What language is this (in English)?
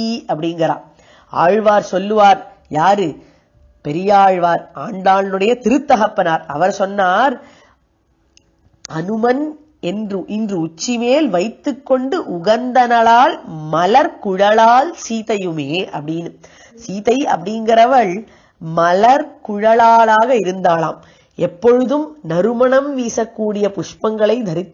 Tamil